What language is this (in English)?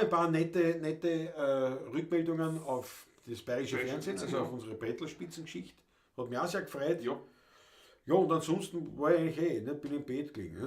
Bavarian